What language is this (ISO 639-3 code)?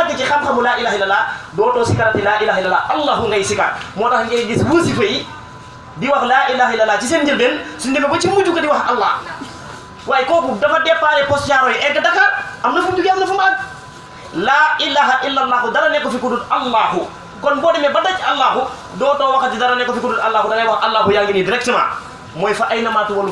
wol